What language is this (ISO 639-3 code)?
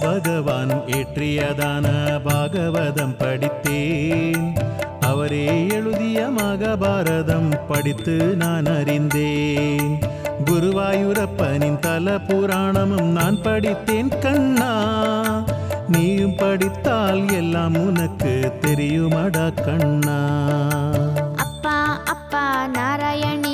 tam